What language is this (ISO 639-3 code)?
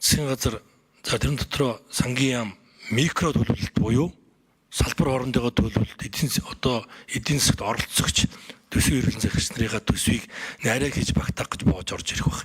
mon